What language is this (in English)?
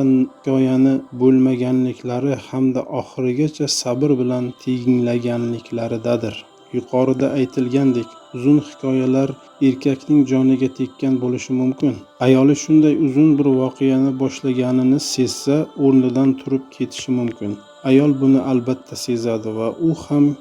Uzbek